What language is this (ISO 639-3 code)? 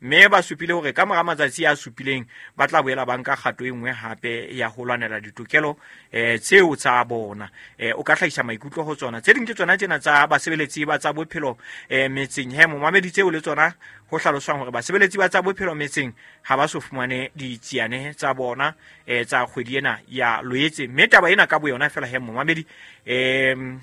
sot